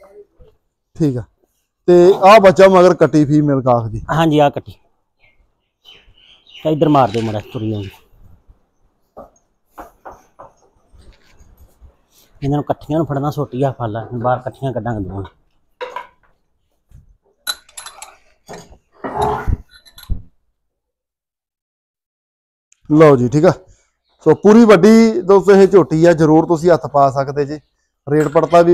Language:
Punjabi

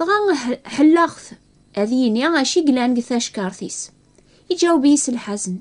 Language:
Kabyle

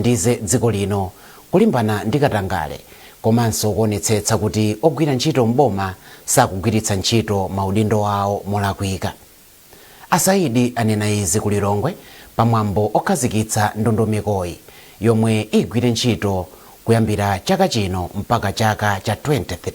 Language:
Nyanja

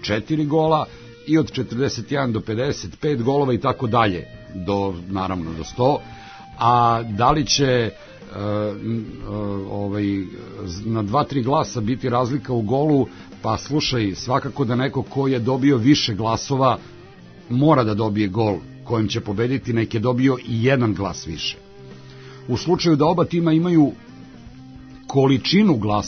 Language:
Serbian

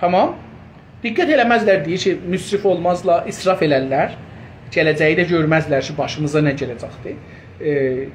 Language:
South Azerbaijani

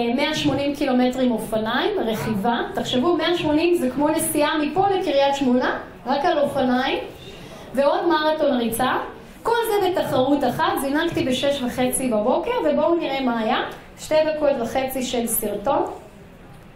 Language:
Hebrew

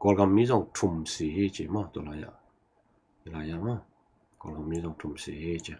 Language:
Tedim Chin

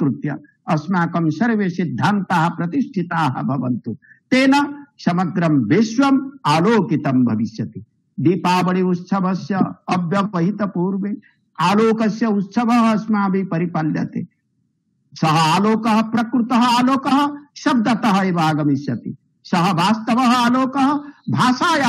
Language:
Sanskrit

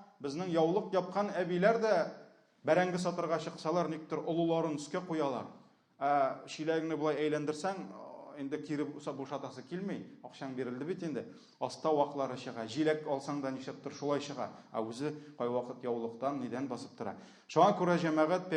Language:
Tatar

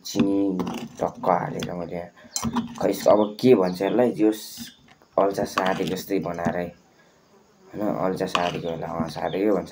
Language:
Nepali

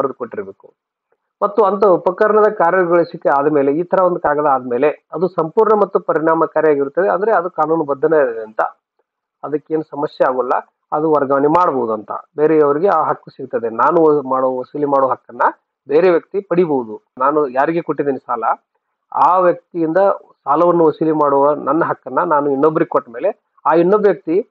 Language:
Kannada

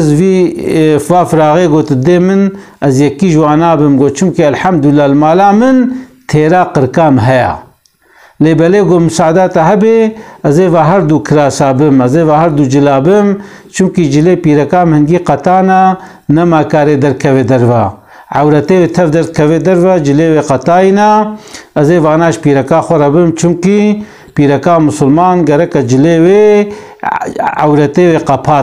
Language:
Kurdish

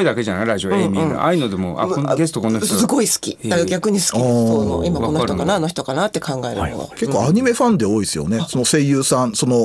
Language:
Japanese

